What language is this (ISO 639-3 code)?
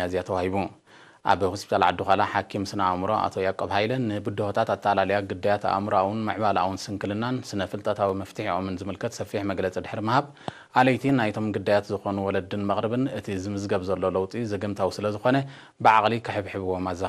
tir